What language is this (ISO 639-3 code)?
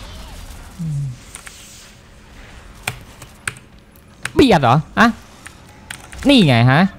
tha